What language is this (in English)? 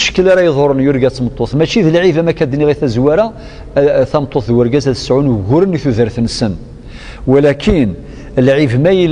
Kabyle